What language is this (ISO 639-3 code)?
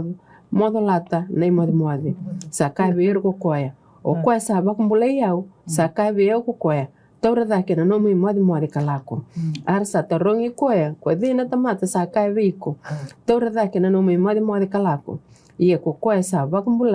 fij